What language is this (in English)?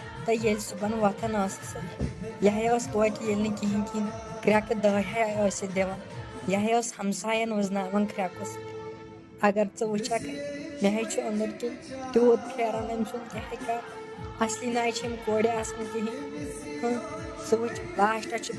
Kashmiri